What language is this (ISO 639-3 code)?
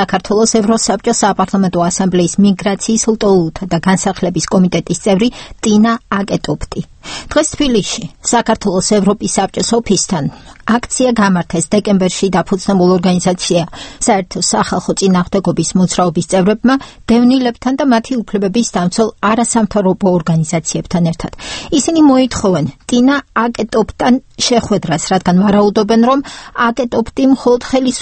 kat